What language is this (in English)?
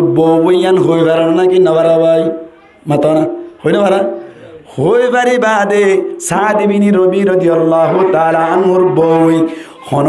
Rohingya